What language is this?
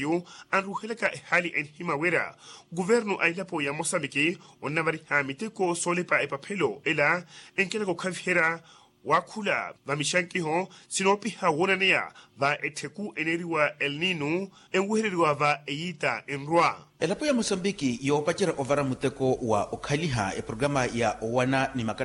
Makhuwa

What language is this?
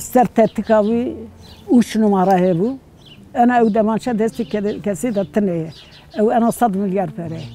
Kurdish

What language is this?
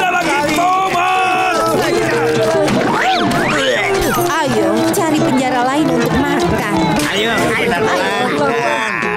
Indonesian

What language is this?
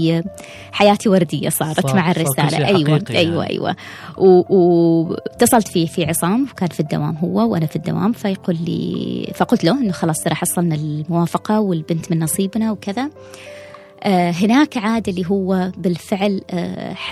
Gulf Arabic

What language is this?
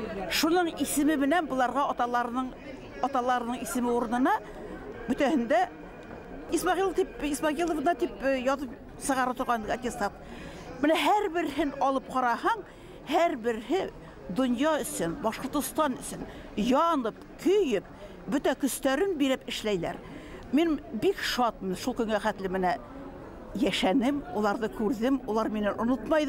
Bashkir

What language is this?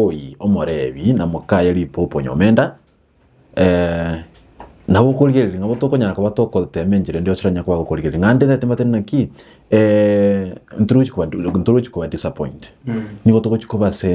Gusii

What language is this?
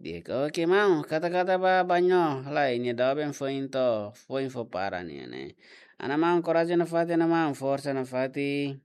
Tetum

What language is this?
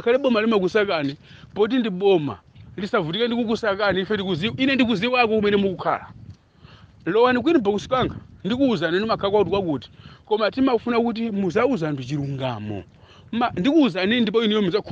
Nyanja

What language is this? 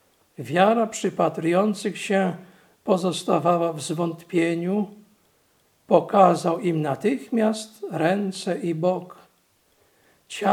Polish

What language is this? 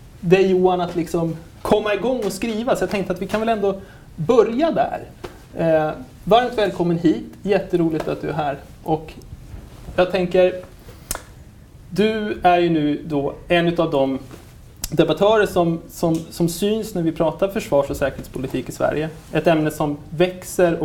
Swedish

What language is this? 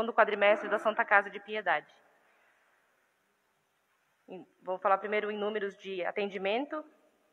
Portuguese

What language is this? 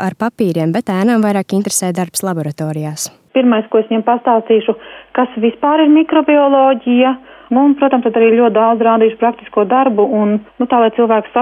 Latvian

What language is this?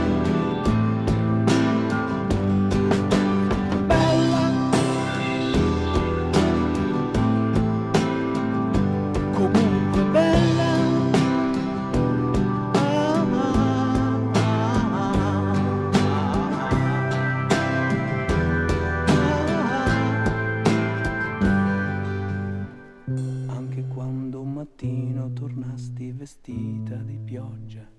Italian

